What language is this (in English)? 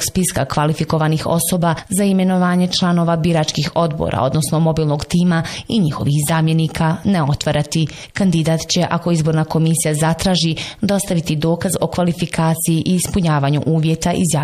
Bosnian